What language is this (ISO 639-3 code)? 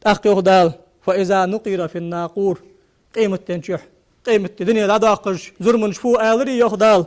inh